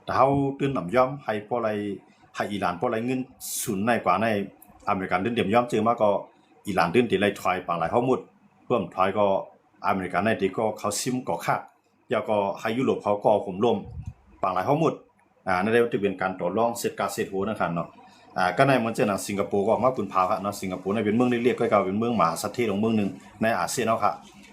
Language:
Shan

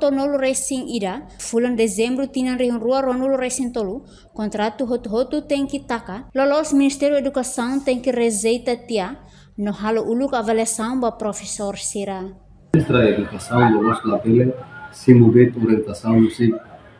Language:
Tetum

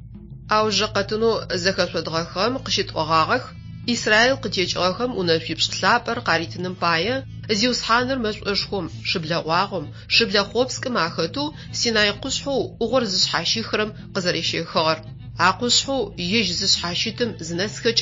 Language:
Adyghe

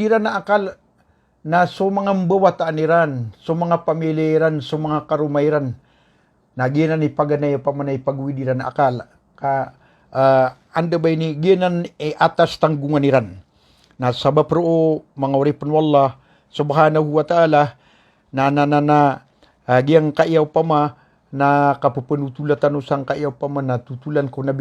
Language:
Maranao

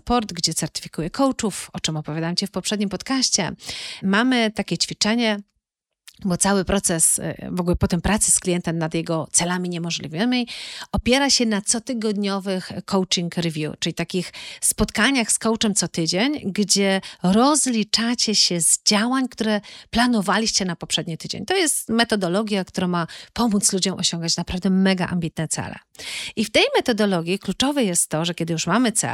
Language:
Polish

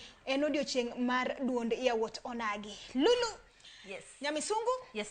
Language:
Luo (Kenya and Tanzania)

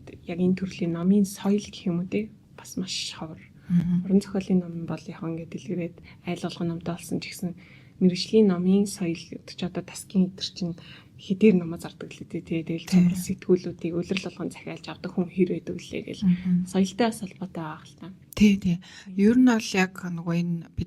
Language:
Mongolian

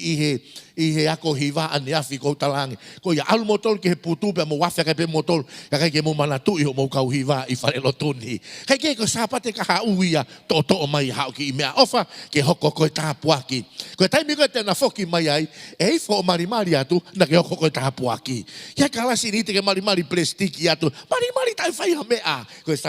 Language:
Tongan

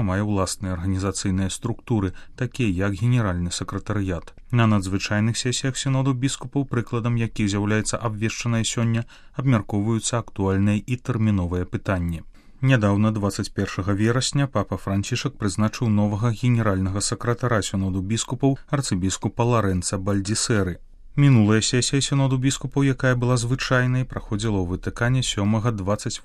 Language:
Belarusian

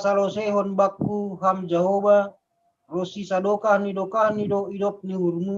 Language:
Batak Simalungun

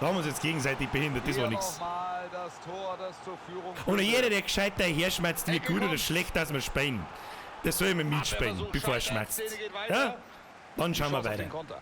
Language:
Bavarian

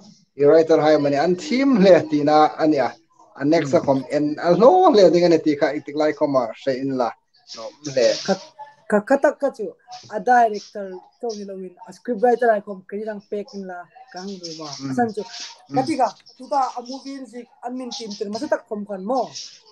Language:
Hmar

